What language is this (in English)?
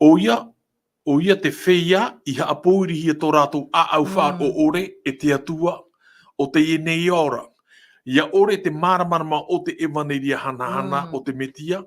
Tahitian